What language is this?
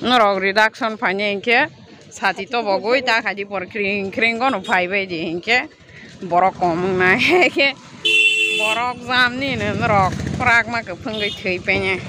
Kok Borok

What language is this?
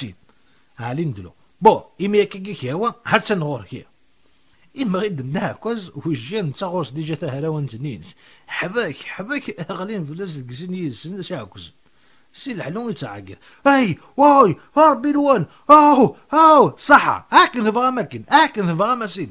Kabyle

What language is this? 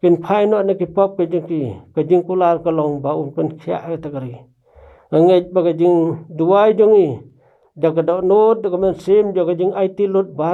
Khasi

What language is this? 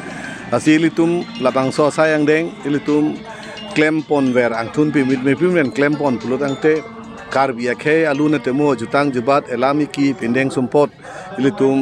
Karbi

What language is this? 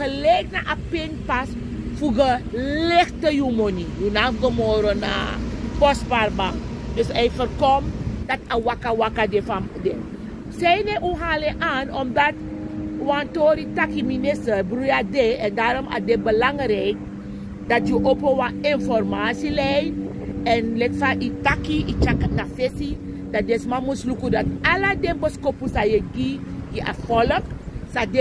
Sranan Tongo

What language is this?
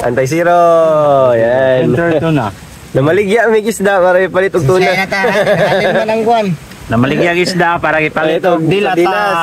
Cebuano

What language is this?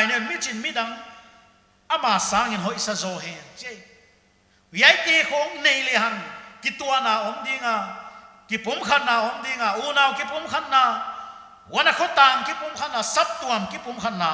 Paite Chin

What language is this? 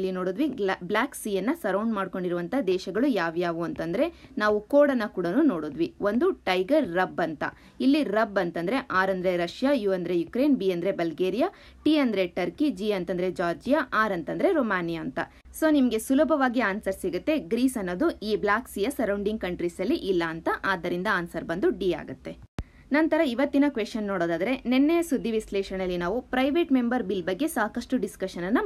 Kannada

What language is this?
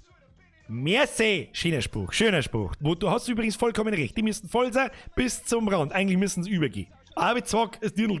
Bavarian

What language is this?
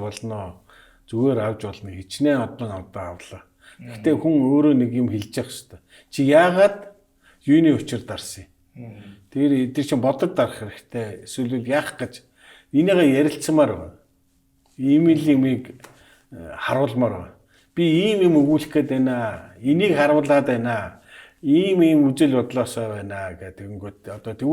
Mongolian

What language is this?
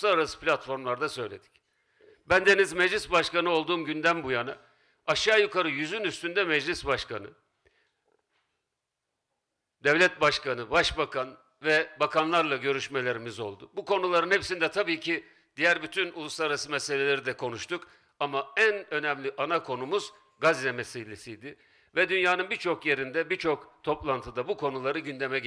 Turkish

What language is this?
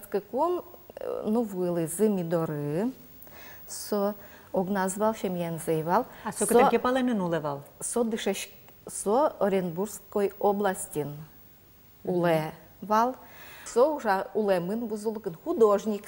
Udmurt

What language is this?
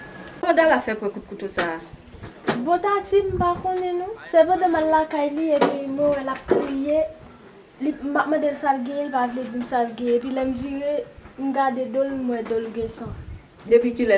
Haitian Creole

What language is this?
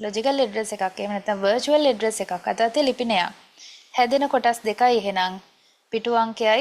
Sinhala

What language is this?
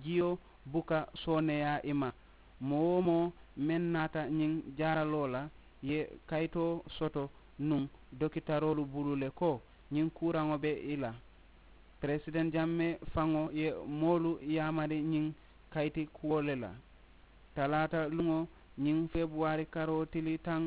Mandingo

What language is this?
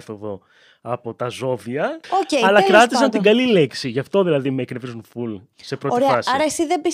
Greek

